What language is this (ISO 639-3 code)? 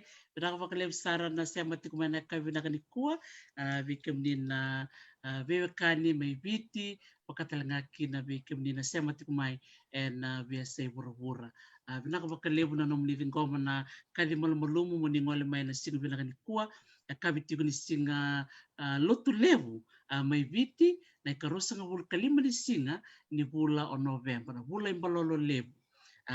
fij